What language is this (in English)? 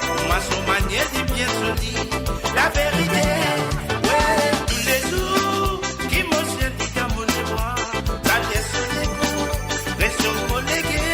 Morisyen